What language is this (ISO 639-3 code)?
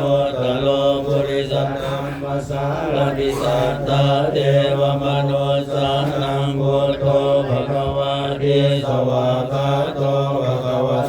pli